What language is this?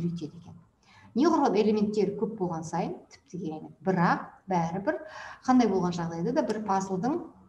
Kazakh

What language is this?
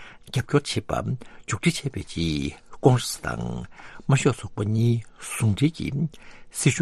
Tibetan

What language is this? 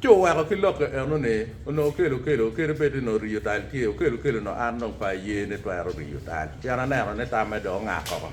Acoli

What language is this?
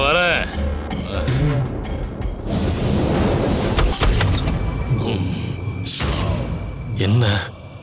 Tamil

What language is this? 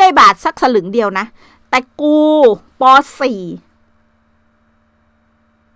Thai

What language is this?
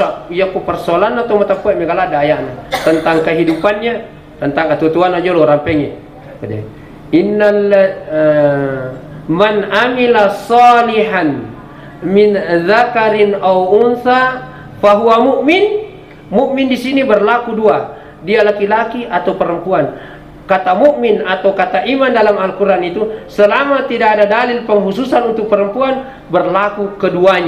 Buginese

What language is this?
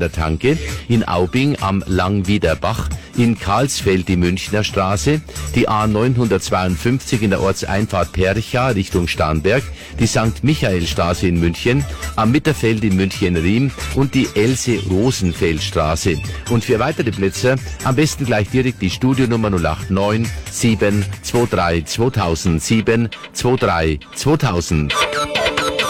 German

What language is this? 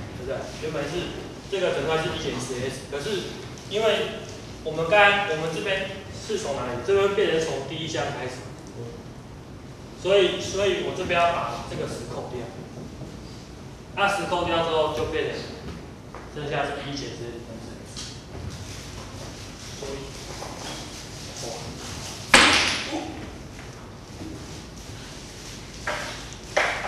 Chinese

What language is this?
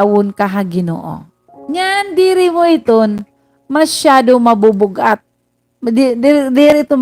Waray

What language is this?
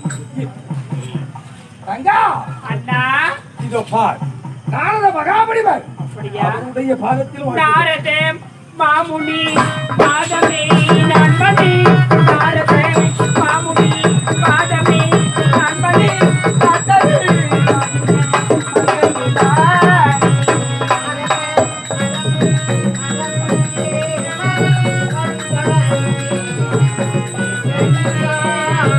Tamil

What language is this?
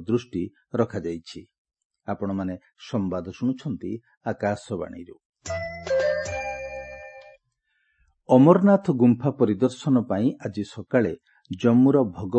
Odia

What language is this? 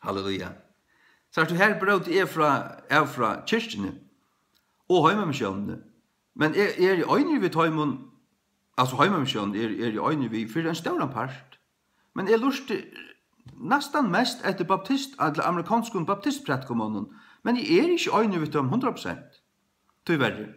Faroese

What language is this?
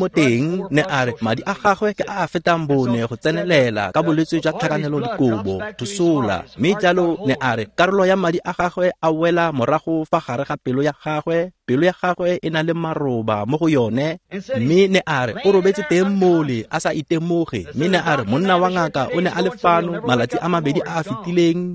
Tswana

